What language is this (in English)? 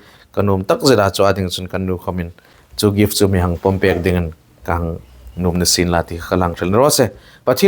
Hmar